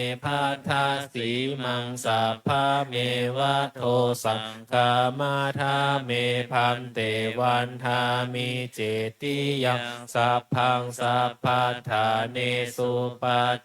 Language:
Pali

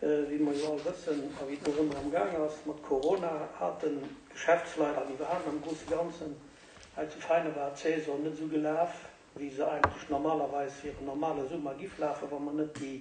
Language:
Luxembourgish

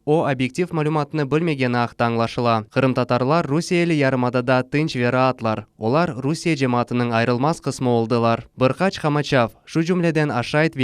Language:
Crimean Tatar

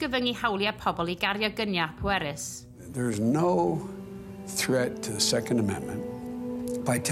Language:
Welsh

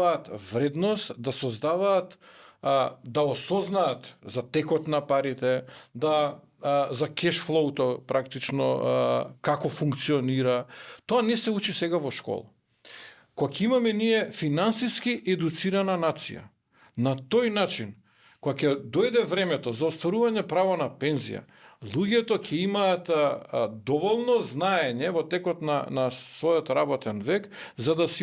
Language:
Macedonian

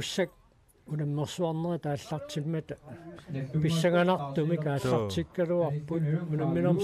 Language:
Kalaallisut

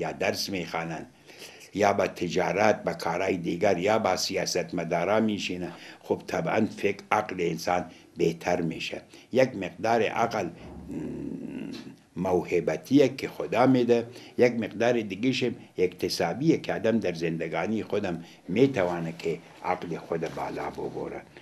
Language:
Persian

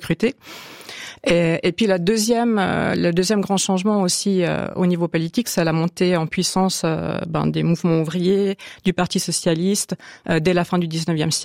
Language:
French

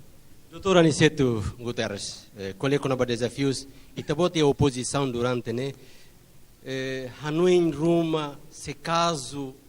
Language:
Tetum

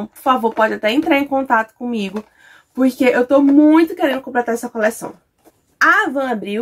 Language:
Portuguese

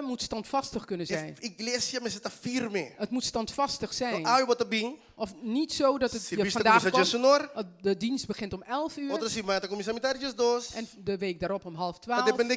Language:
Papiamento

